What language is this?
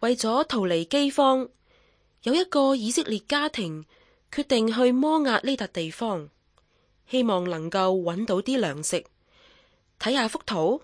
Cantonese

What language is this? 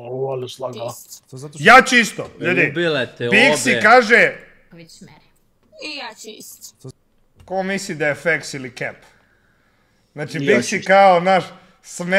Serbian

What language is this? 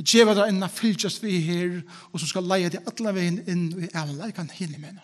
Faroese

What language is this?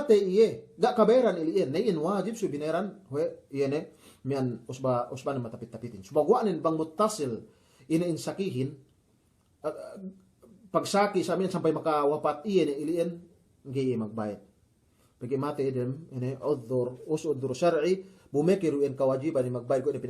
Yakan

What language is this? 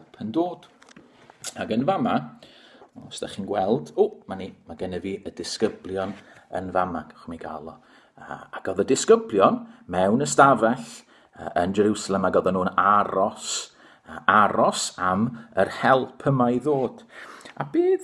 Welsh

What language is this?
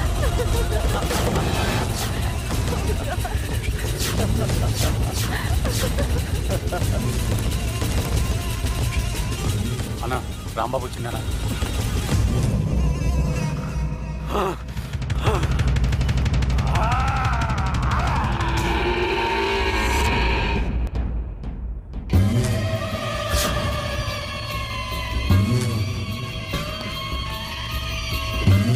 Telugu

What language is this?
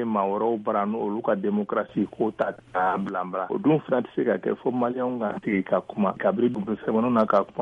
Bambara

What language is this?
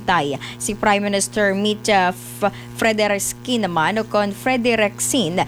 Hiligaynon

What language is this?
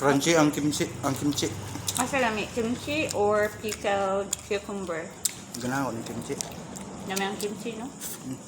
Cebuano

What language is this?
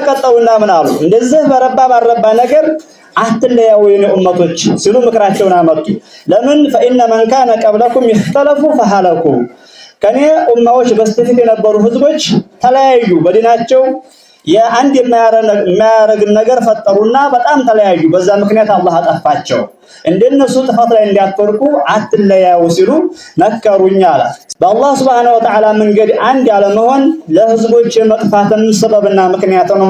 Amharic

